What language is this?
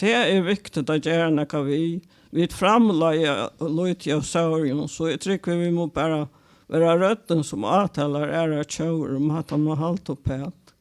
Faroese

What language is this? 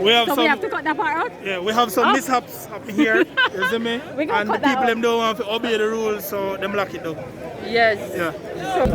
Jamaican Creole English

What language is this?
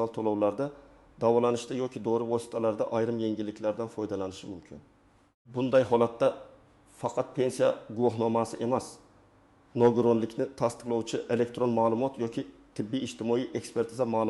Uzbek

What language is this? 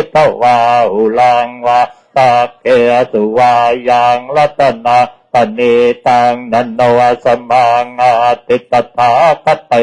Pali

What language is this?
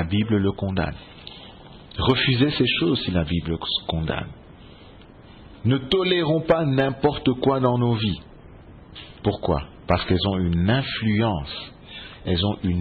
French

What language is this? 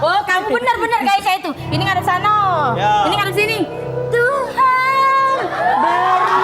Musi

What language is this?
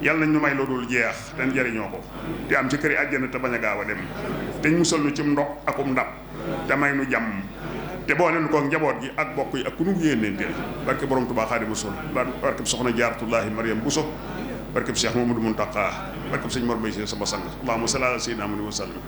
Wolof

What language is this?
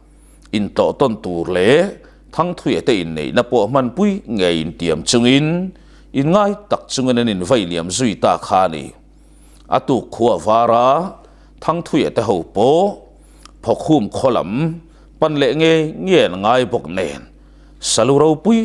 Mizo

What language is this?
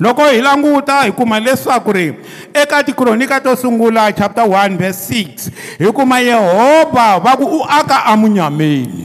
Tsonga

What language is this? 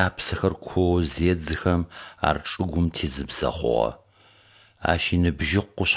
Adyghe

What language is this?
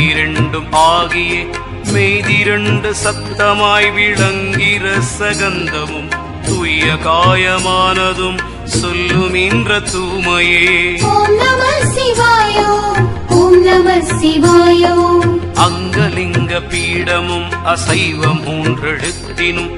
Tamil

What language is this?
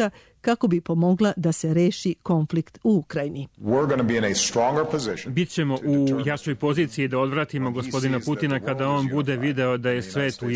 Serbian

